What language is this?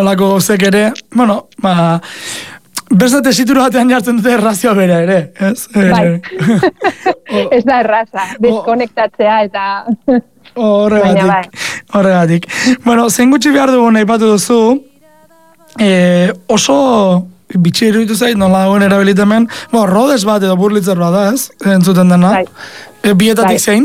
Basque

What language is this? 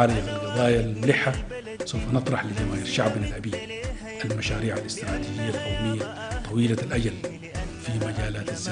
Arabic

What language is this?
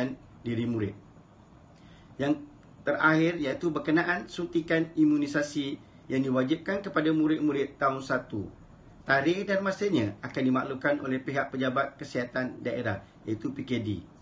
Malay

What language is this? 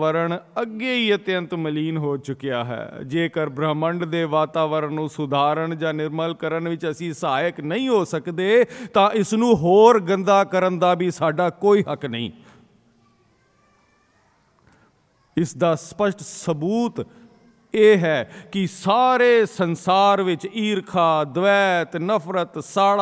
Punjabi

